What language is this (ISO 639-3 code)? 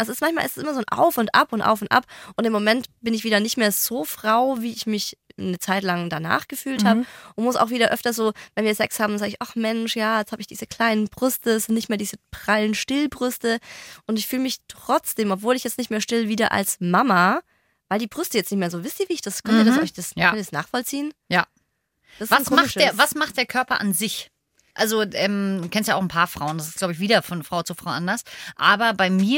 deu